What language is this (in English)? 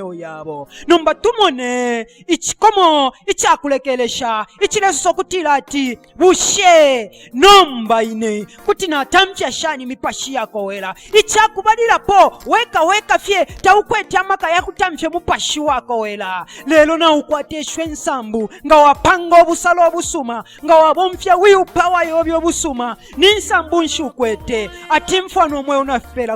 Bemba